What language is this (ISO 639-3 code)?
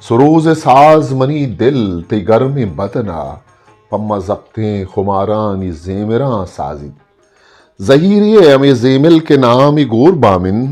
bgp